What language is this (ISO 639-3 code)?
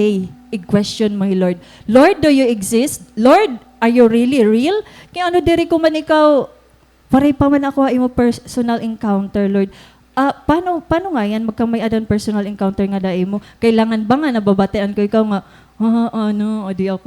war